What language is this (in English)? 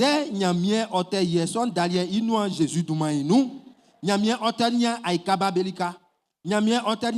Baoulé